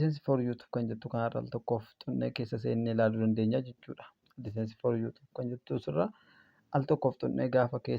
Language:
Oromo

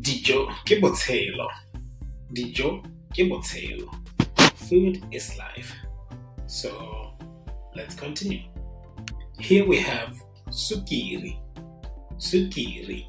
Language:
Tswana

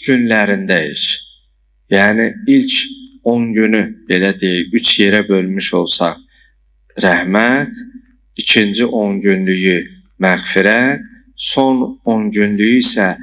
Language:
Azerbaijani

